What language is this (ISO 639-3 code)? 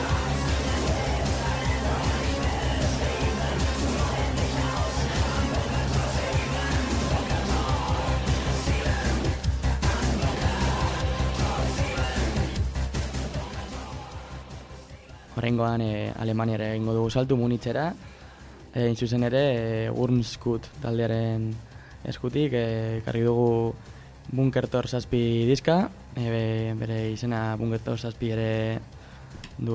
eus